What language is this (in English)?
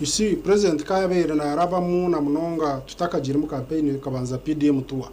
Nyankole